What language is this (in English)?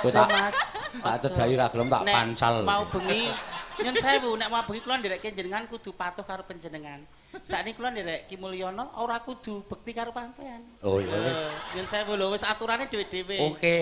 Javanese